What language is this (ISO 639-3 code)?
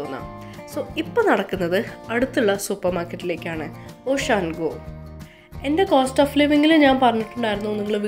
mal